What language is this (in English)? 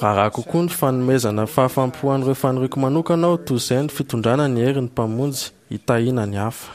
Malagasy